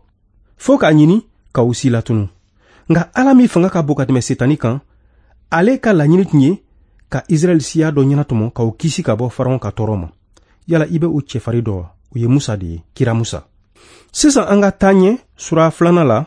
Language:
Bambara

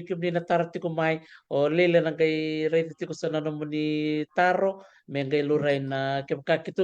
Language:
Fijian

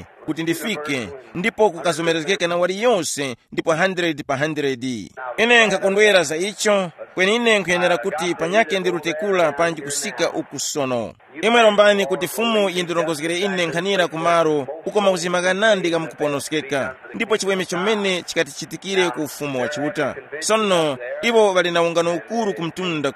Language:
Tumbuka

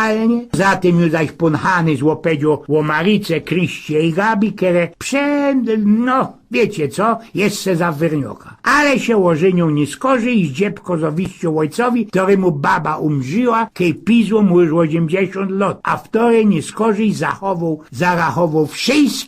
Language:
Silesian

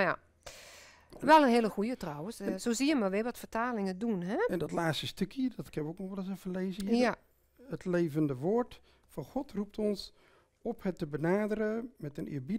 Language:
Dutch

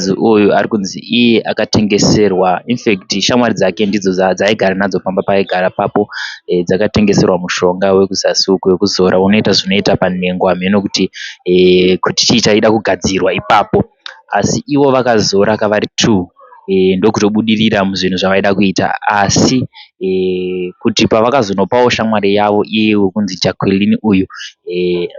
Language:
Shona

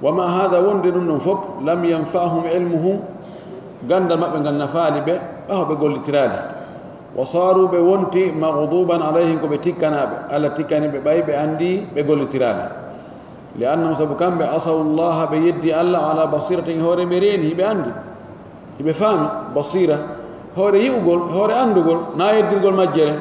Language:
Pular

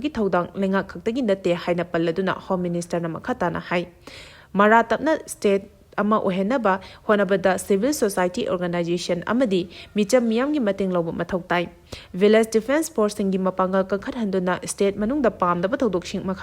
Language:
Manipuri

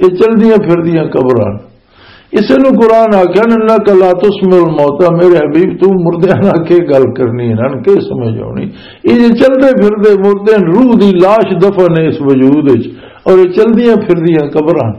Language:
Western Panjabi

